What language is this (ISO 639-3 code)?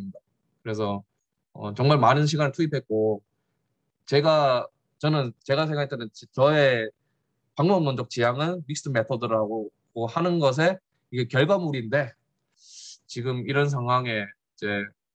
kor